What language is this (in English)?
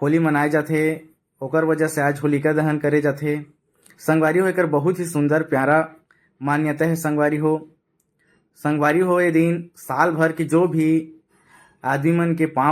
Chhattisgarhi